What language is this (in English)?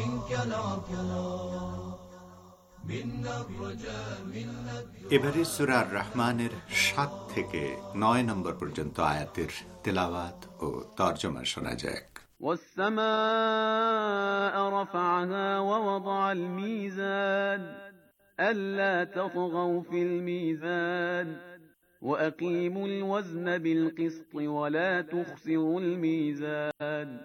Bangla